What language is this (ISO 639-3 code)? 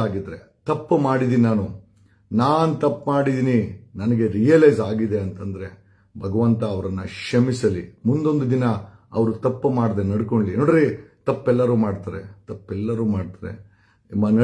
kan